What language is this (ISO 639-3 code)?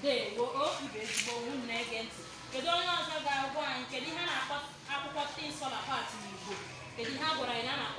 ibo